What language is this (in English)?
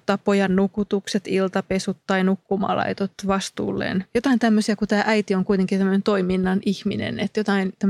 Finnish